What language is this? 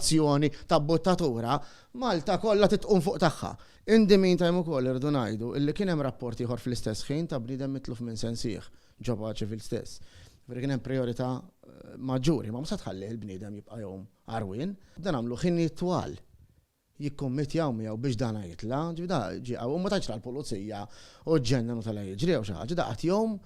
Maltese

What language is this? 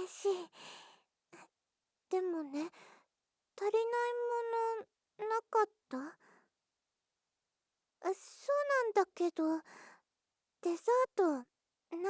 Japanese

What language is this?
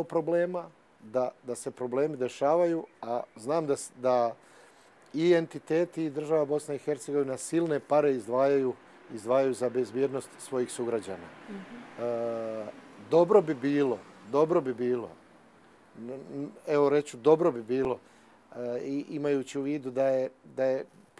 Croatian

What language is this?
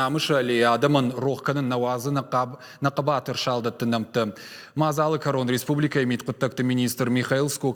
Ossetic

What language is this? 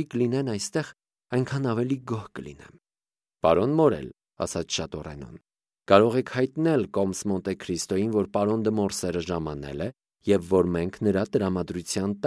Armenian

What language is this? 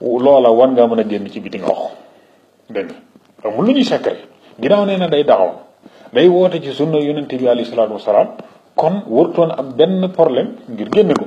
Wolof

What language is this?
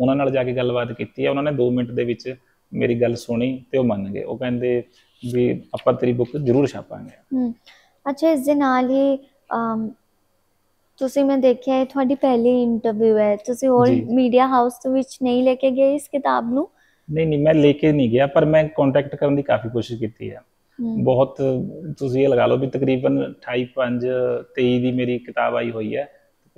Punjabi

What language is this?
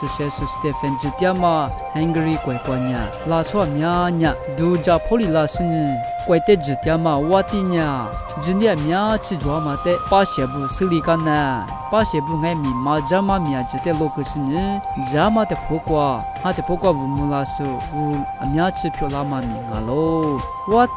Lisu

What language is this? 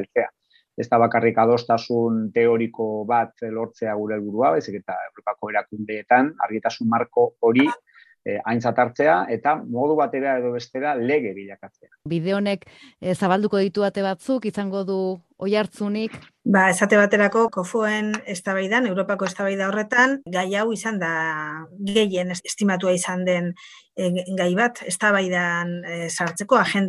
Basque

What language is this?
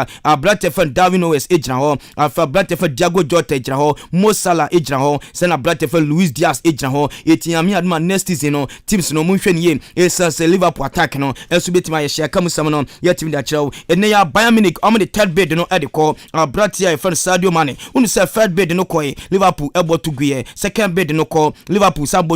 Akan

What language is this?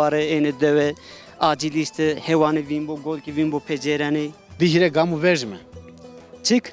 Zaza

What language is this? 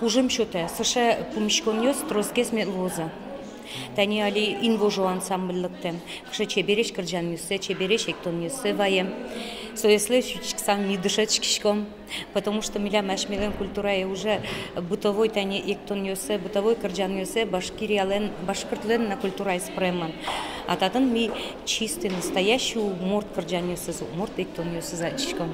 Udmurt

